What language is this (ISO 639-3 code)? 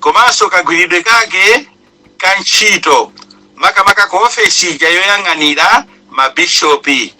nya